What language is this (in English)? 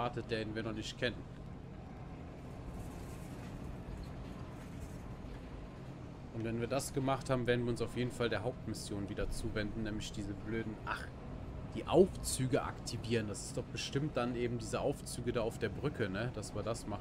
German